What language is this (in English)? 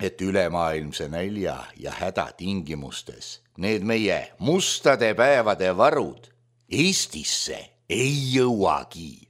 Estonian